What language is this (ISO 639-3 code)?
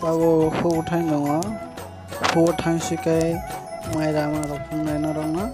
trp